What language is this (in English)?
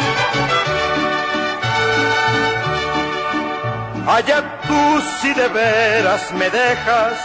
Spanish